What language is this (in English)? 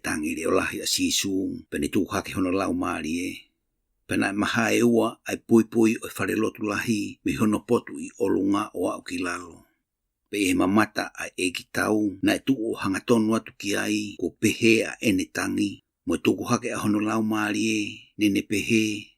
Tongan